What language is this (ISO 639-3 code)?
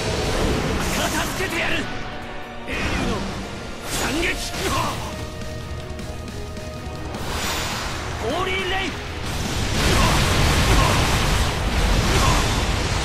jpn